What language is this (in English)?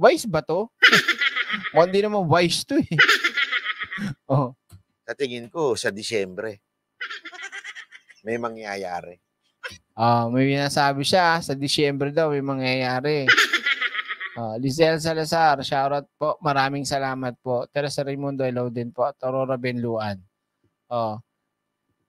Filipino